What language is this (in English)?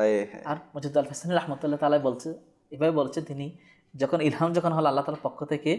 Bangla